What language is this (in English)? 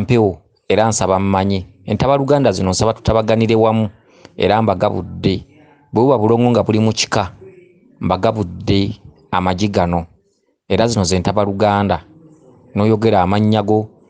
Ganda